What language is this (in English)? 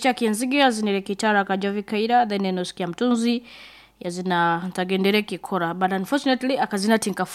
Nyankole